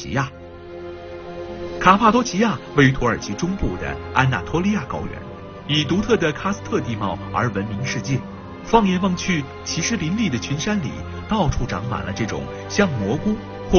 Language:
Chinese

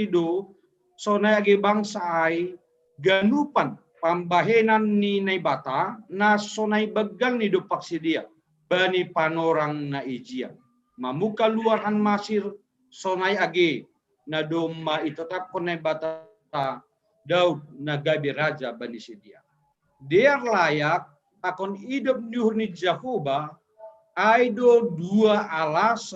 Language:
Batak Simalungun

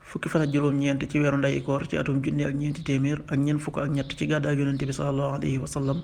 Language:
Wolof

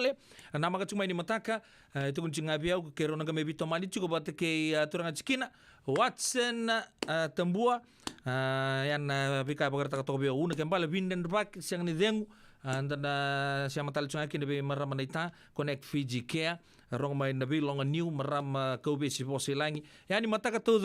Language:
Fijian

